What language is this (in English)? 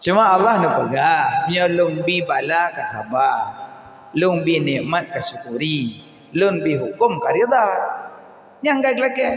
Achinese